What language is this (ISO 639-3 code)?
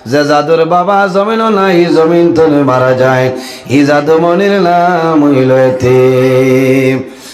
syl